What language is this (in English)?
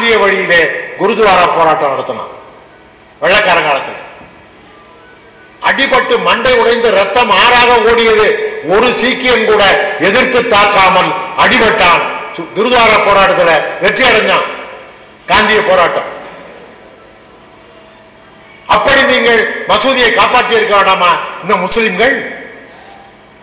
Tamil